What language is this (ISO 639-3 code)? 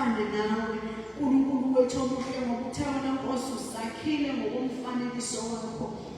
zul